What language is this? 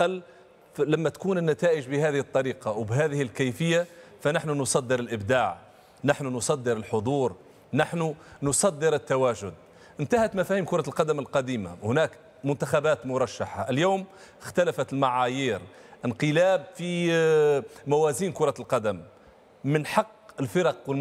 Tunisian Arabic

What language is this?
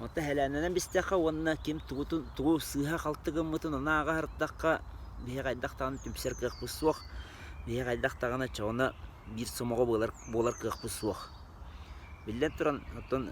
Yakut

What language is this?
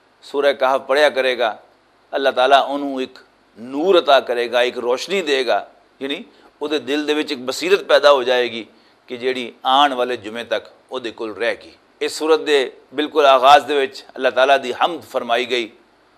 Western Panjabi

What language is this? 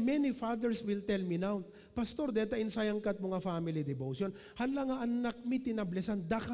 Iloko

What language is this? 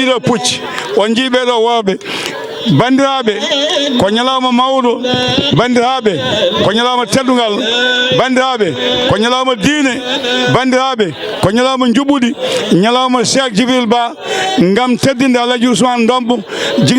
Fula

